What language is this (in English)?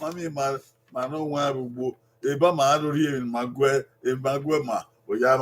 Bini